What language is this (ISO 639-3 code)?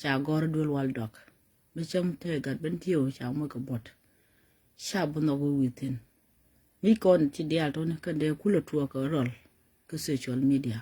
nus